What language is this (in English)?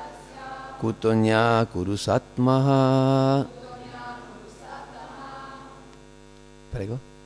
Italian